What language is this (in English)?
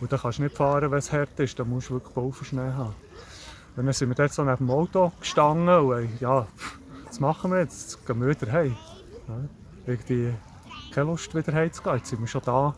Swiss German